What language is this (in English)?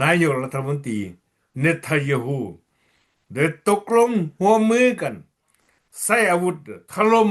Lao